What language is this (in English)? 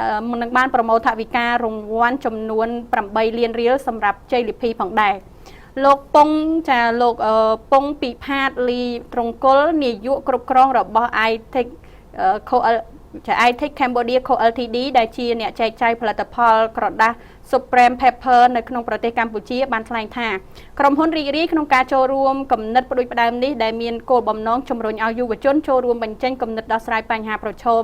Khmer